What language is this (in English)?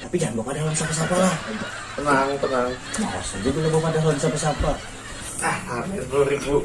Banjar